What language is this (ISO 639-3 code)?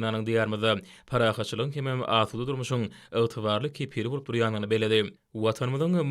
tuk